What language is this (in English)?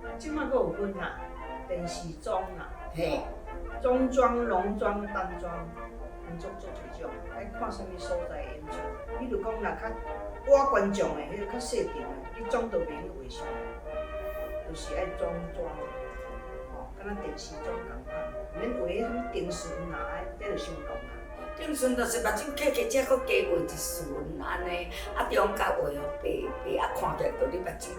Min Nan Chinese